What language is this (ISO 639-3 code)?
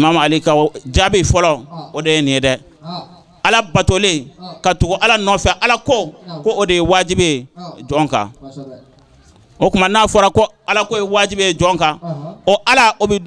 bam